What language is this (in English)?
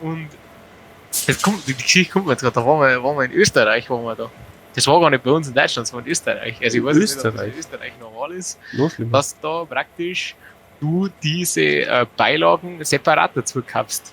Bavarian